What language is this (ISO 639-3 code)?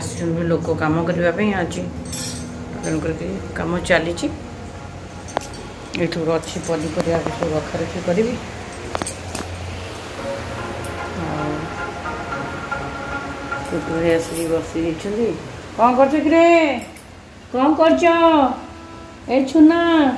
ori